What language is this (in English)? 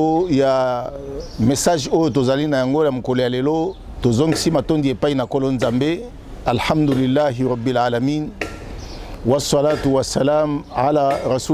Lingala